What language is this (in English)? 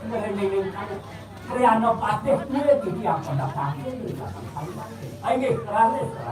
Balinese